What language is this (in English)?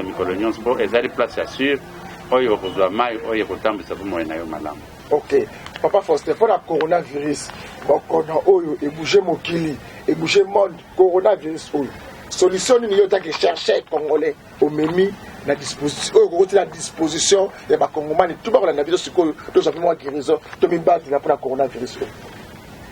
Lingala